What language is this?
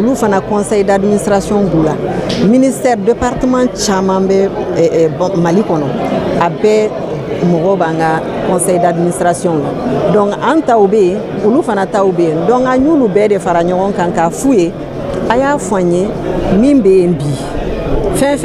Bambara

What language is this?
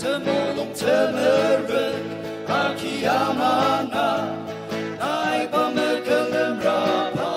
Ao Naga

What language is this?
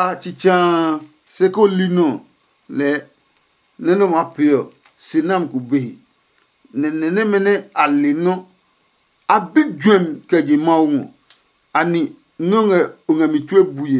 Adangme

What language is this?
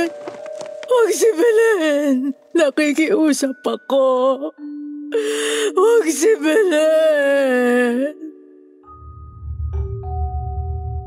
Filipino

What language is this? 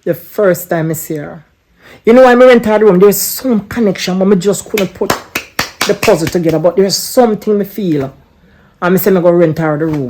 Jamaican Creole English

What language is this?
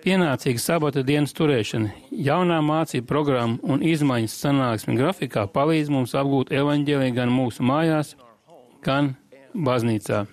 Latvian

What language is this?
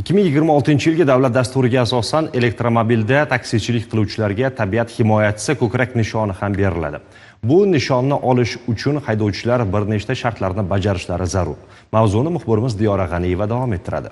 Uzbek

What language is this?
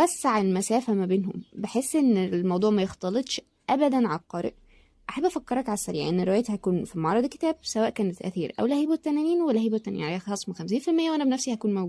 Egyptian Arabic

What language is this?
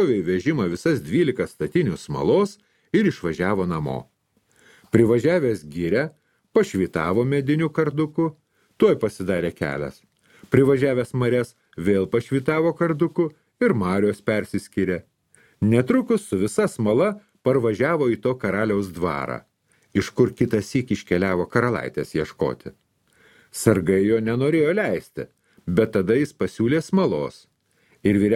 Lithuanian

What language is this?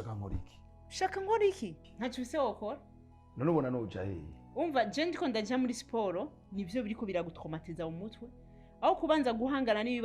Rundi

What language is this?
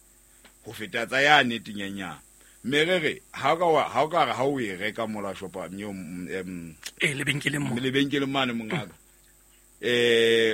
Southern Sotho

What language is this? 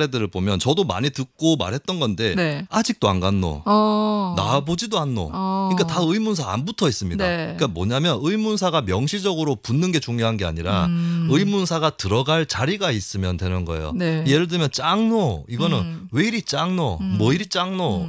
Korean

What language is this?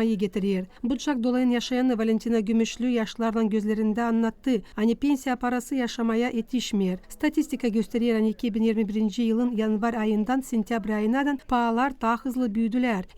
Gagauz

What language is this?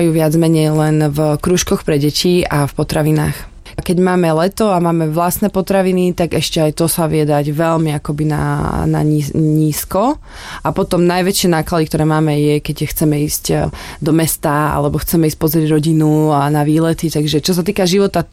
Slovak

